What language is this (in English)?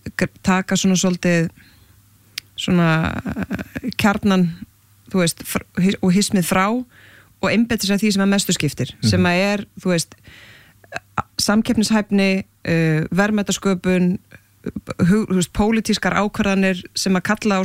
Icelandic